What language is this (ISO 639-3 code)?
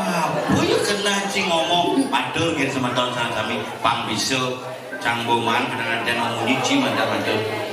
ban